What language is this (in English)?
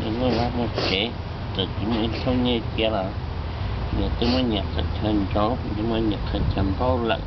Hmong